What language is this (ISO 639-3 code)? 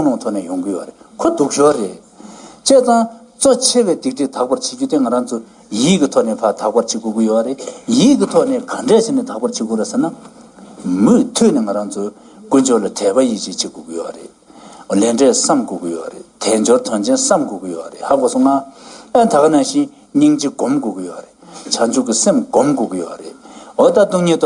bod